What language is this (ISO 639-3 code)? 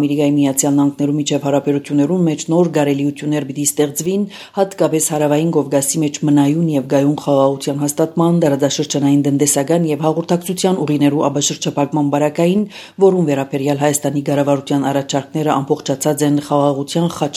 hye